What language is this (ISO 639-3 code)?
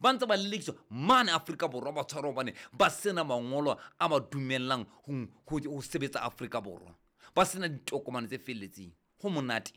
sot